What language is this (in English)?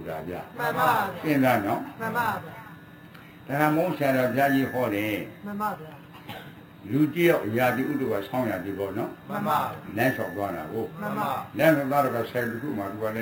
Burmese